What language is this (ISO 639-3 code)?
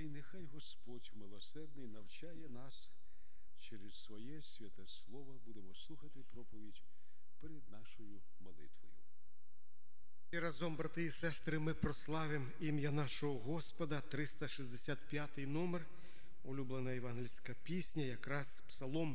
ukr